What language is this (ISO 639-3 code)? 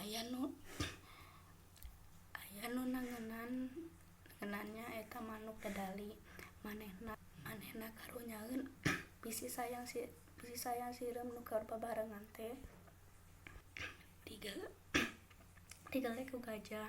sun